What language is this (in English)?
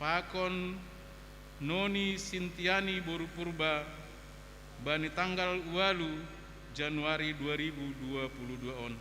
Batak Simalungun